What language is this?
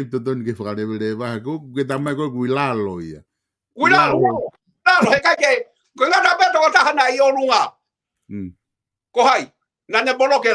Tongan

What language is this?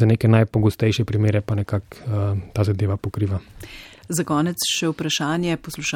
Slovenian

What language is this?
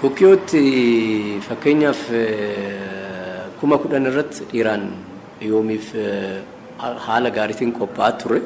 Oromo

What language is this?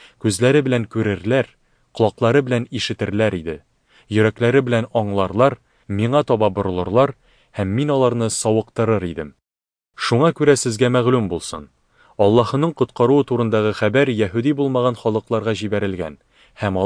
Tatar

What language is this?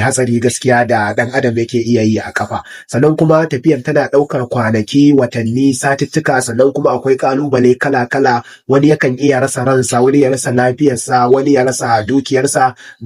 Hausa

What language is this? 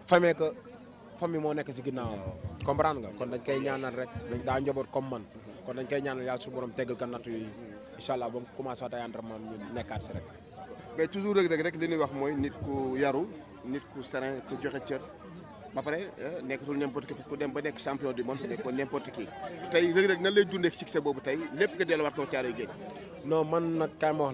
Wolof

